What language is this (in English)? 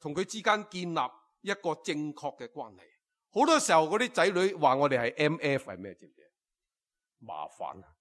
Cantonese